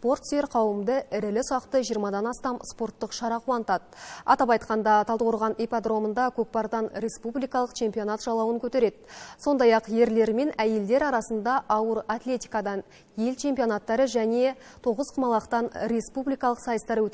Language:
Kazakh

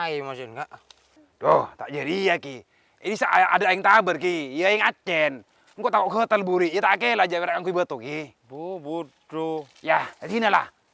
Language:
Madurese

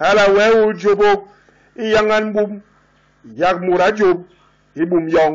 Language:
Basaa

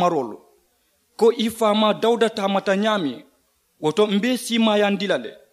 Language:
Mandingo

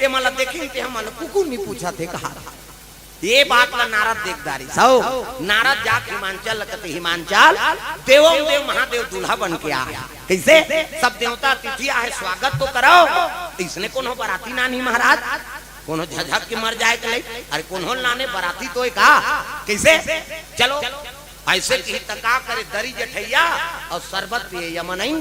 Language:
Chhattisgarhi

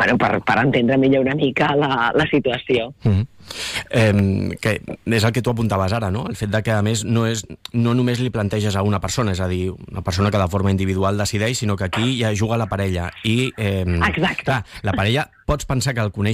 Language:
Catalan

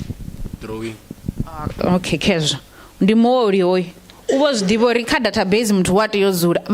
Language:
Venda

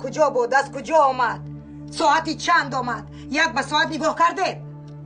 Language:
Tajik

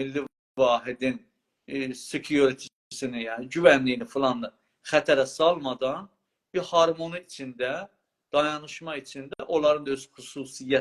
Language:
South Azerbaijani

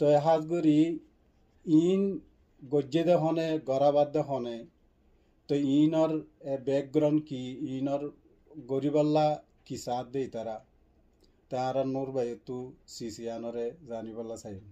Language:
Rohingya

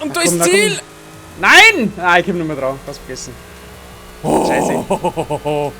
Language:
Bavarian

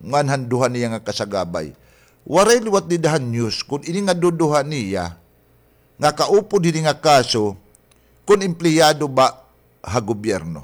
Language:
Waray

